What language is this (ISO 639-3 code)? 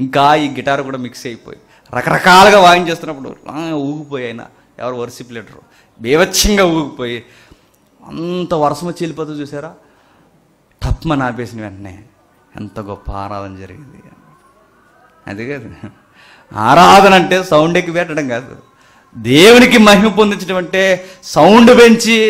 tel